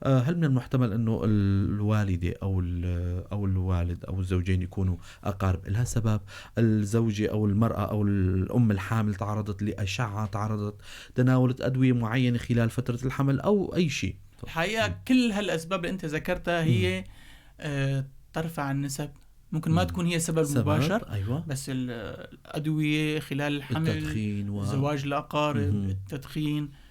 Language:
North Levantine Arabic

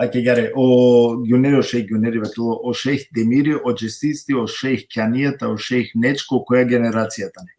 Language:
Balkan Romani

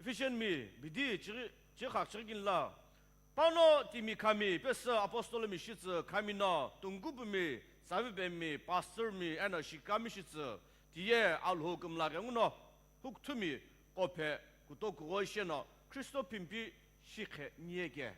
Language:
Sumi Naga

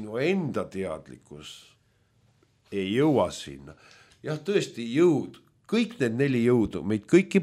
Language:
Estonian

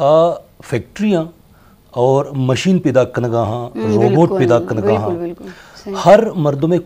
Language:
Baluchi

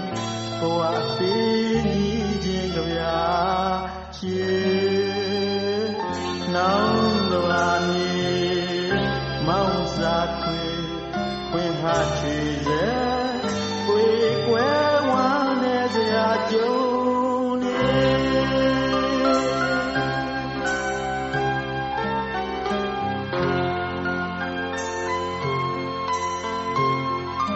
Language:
Burmese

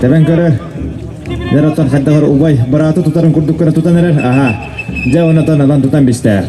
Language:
Yakut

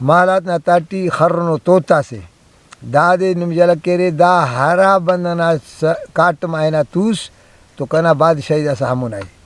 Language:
Brahui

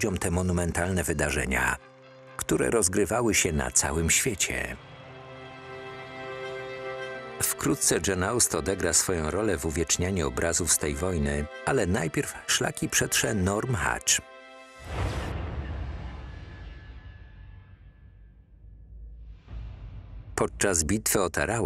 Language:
Polish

